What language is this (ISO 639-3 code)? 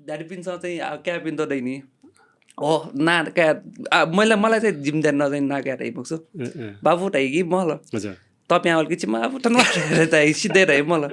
new